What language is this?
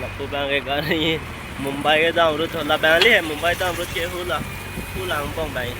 Karbi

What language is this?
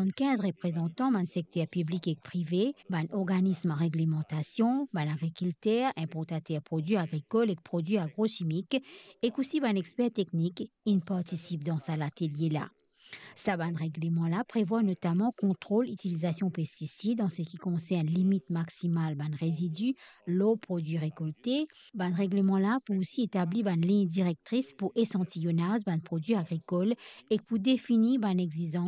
Morisyen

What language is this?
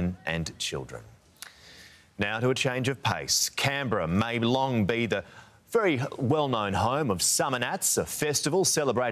English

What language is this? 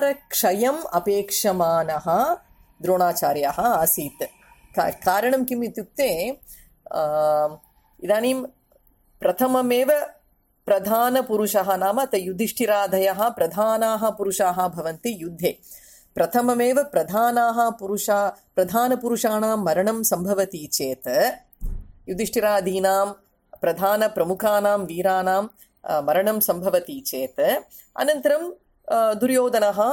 Sanskrit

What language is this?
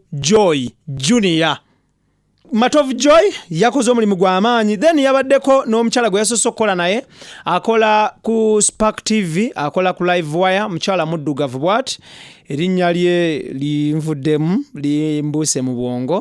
Ganda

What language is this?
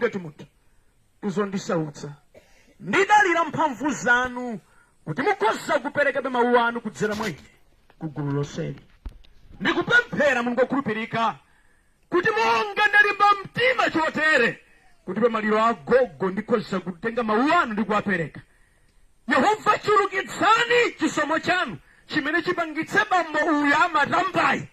Nyanja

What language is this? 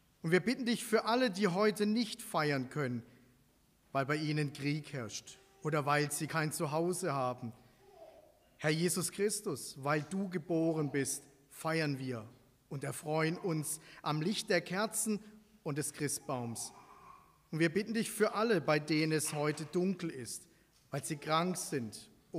German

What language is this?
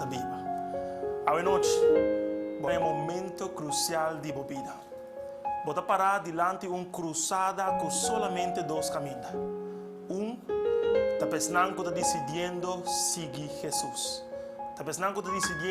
Papiamento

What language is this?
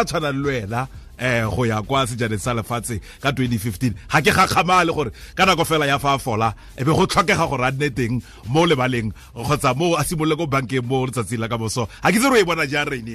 Tswana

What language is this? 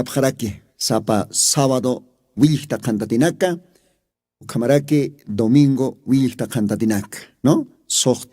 Aymara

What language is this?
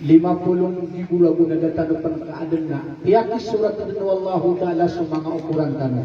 Maranao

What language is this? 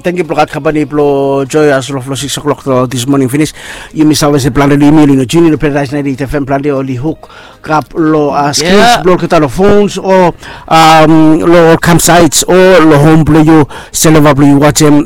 Bislama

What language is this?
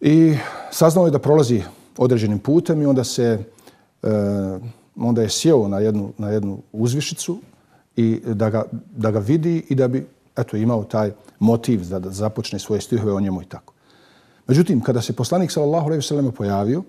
Bosnian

